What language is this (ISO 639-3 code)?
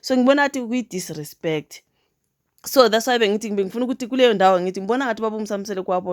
zul